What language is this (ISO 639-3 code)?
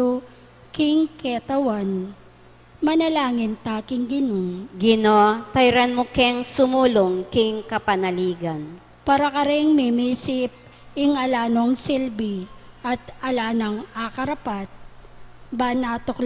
pam